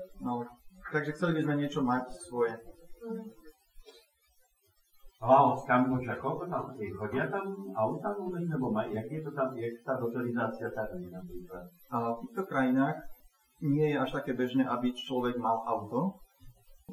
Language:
Slovak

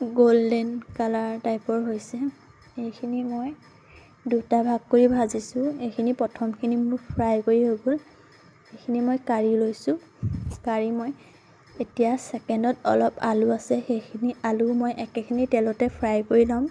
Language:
Assamese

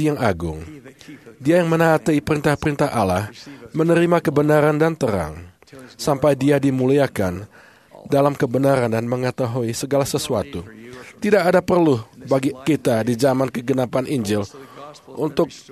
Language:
Indonesian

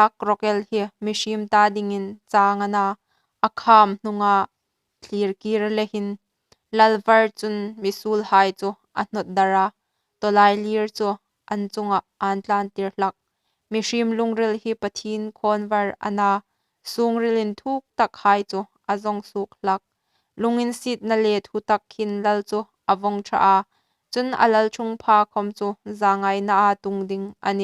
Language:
Hmar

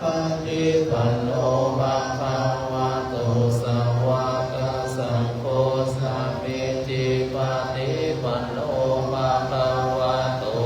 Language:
Pali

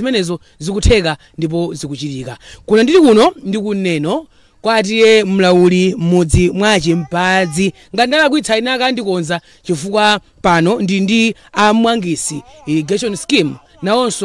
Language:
Nyanja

